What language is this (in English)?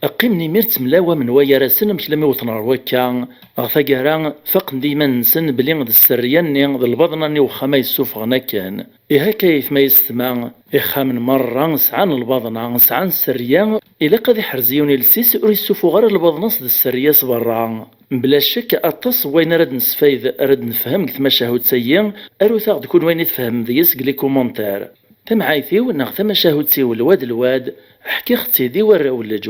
Kabyle